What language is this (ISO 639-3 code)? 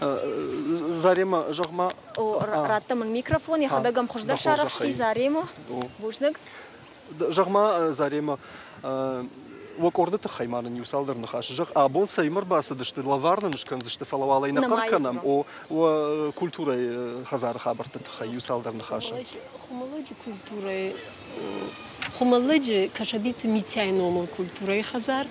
oss